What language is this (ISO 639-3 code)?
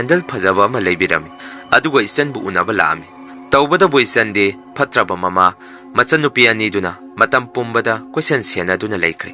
mni